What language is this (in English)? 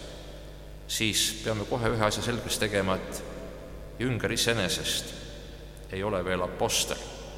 Estonian